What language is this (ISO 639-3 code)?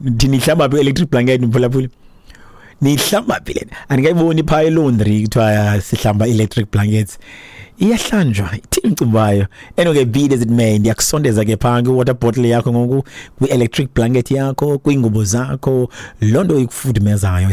xho